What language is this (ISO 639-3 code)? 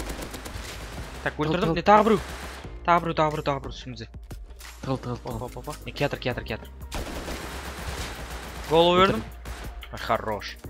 kaz